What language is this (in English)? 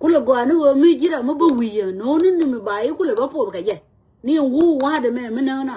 Nuer